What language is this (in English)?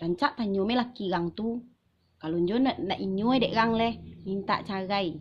Minangkabau